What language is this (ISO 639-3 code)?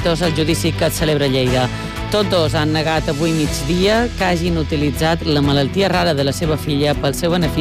cat